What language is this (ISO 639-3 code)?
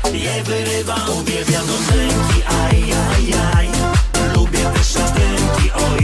pol